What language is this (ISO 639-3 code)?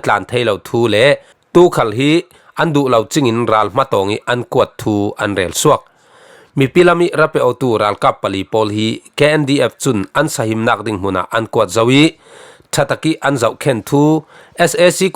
cfm